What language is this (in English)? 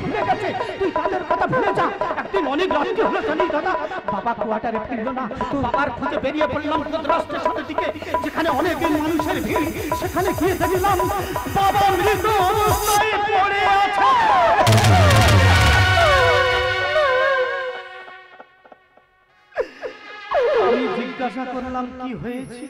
Bangla